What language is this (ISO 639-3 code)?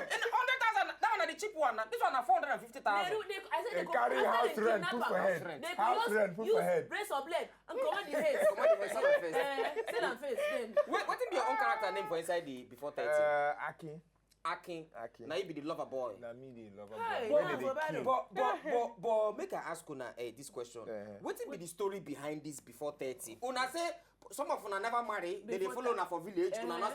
pcm